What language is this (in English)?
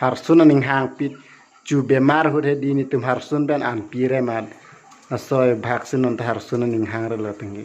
Karbi